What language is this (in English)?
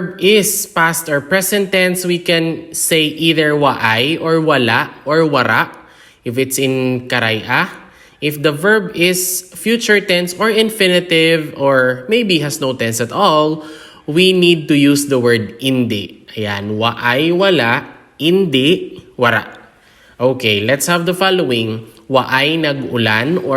Hiligaynon